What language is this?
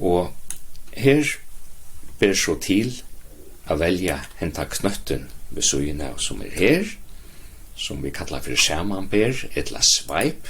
Faroese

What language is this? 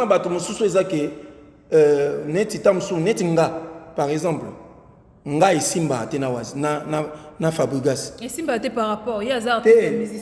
Lingala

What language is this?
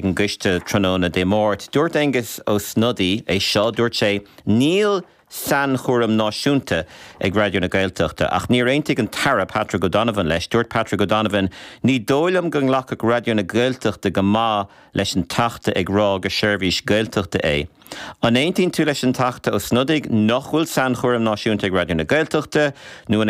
Irish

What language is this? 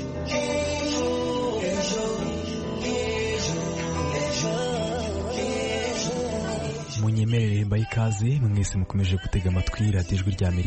Kinyarwanda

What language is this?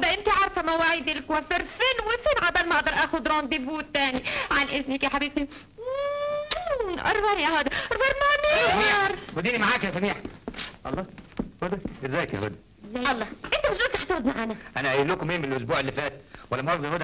Egyptian Arabic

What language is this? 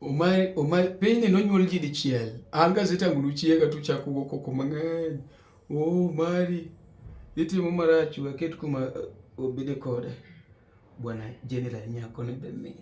Luo (Kenya and Tanzania)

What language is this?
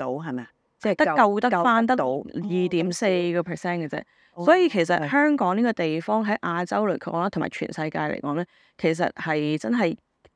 Cantonese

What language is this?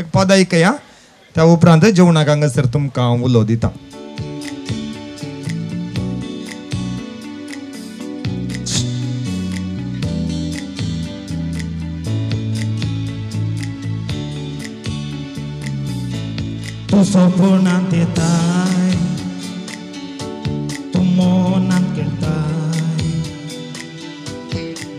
Konkani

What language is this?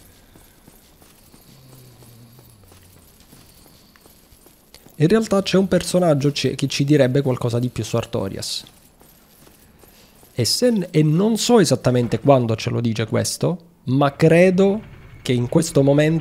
Italian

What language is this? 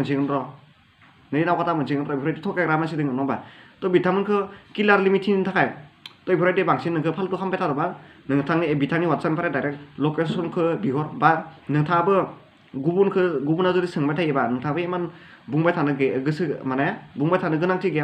Bodo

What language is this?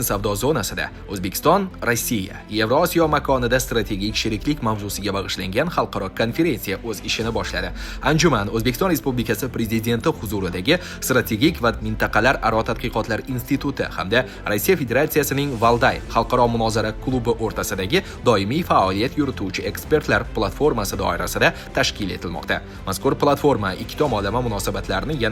Uzbek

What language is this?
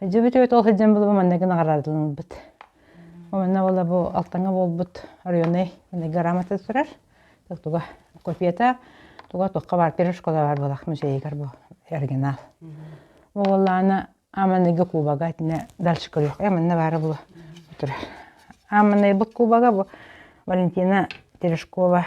Yakut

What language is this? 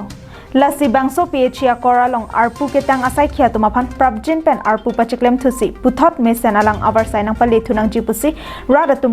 Karbi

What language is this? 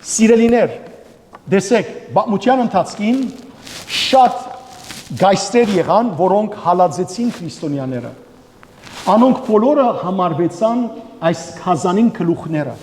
Western Armenian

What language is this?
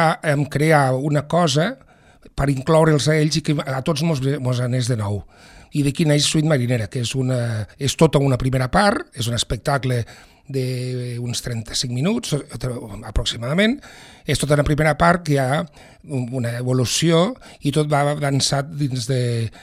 Catalan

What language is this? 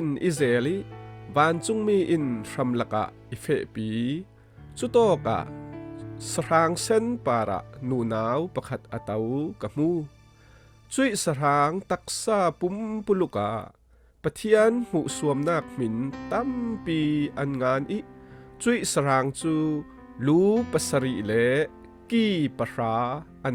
Falam Chin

